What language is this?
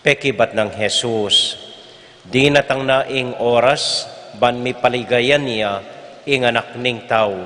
Pampanga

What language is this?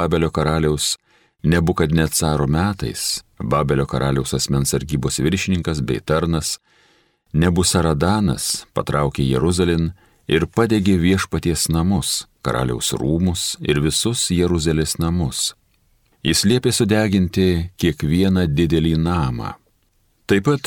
Lithuanian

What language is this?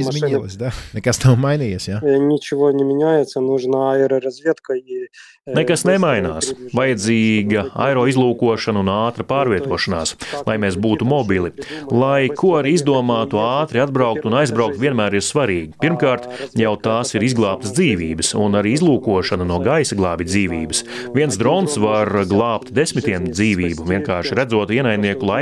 Latvian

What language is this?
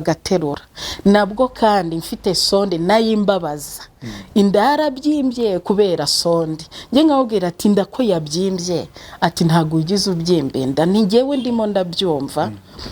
Kinyarwanda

